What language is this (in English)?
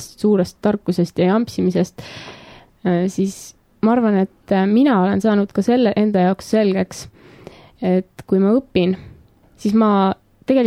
Estonian